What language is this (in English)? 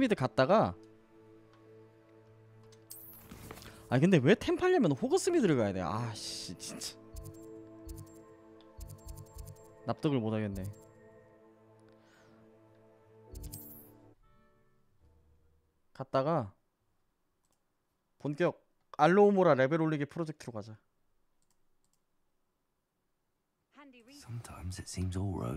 Korean